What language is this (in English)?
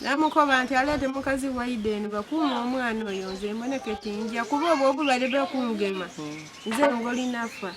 Ganda